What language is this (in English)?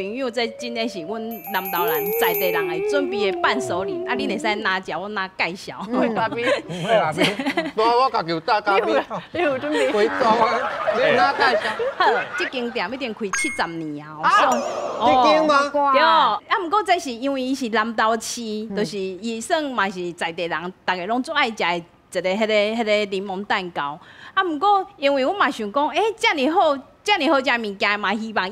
Min Nan Chinese